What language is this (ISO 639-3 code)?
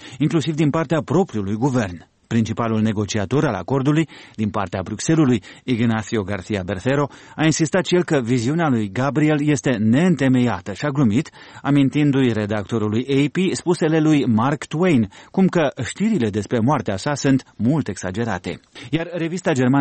ron